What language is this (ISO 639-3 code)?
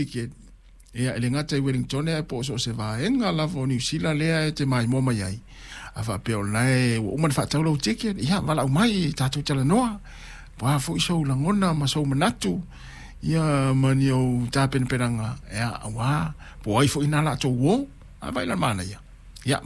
smo